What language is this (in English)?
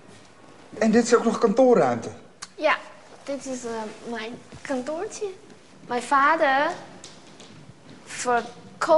Dutch